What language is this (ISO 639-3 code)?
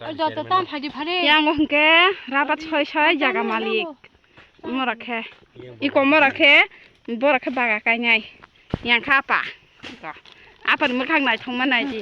trp